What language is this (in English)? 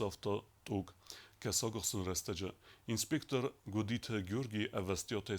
Ossetic